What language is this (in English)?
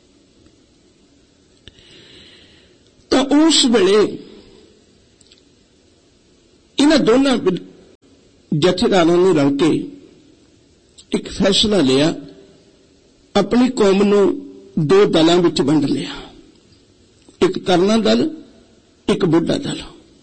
Punjabi